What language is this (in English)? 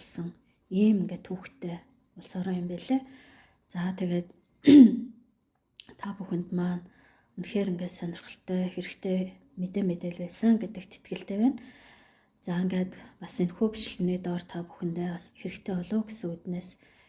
Mongolian